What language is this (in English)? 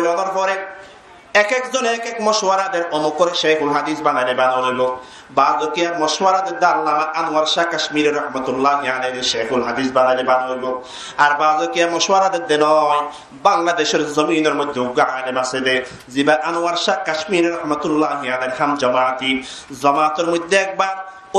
Rohingya